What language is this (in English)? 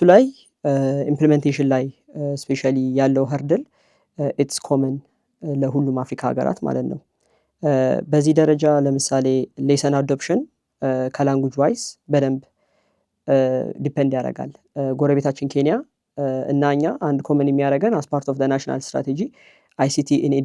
Amharic